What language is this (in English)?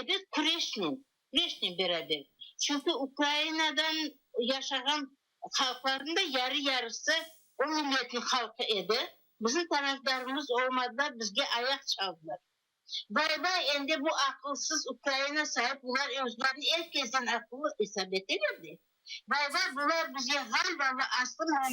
Crimean Tatar